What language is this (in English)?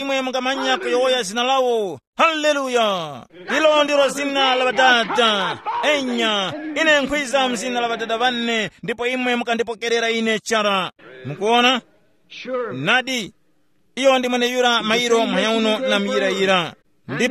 Tumbuka